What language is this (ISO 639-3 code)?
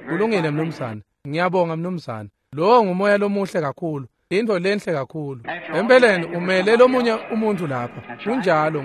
ssw